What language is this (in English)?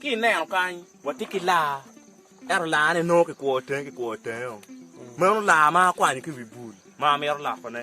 Acoli